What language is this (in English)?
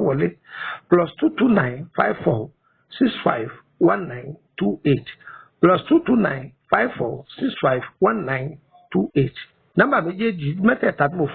Yoruba